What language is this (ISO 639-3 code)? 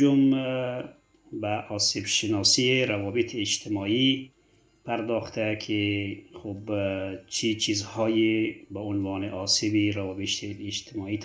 fas